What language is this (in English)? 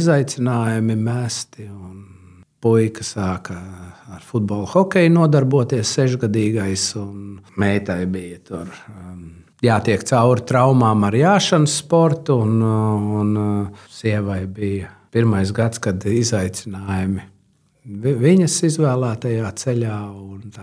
Latvian